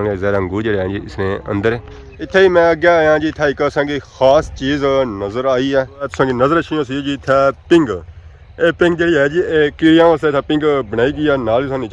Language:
Pahari-Potwari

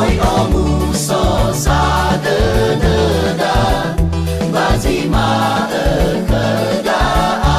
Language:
Nias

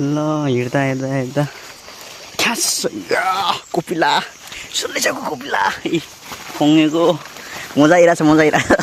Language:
Nepali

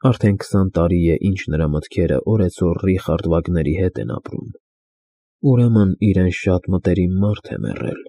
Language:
Armenian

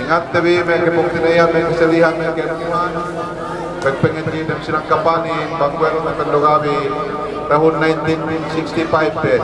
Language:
Yakan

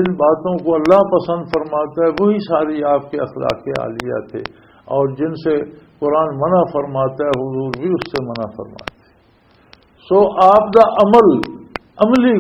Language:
Western Panjabi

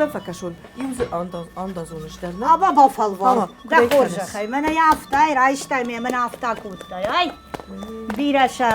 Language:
Ossetic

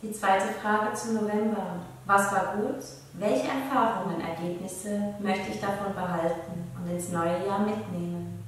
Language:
Swiss German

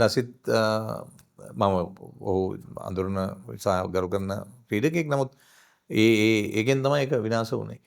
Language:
Sinhala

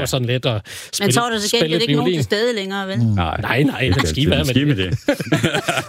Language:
Danish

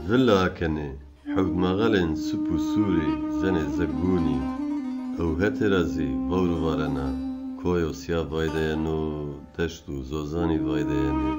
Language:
Zaza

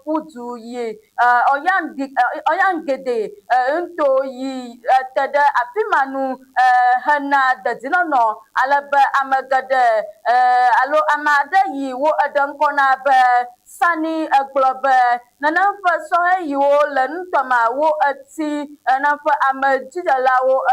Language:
Ewe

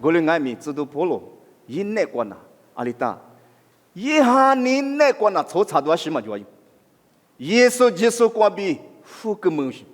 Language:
Lisu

